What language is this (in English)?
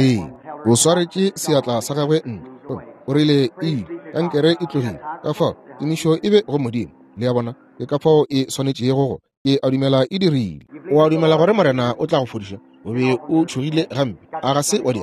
Northern Sotho